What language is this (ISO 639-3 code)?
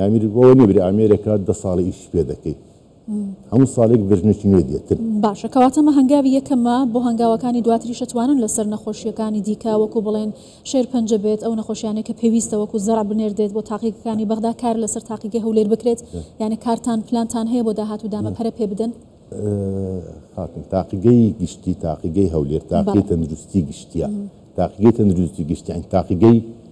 ckb